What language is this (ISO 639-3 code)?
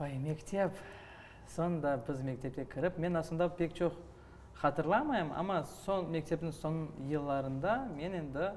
crh